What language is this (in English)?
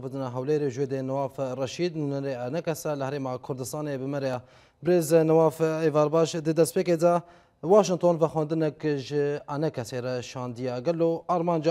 Kurdish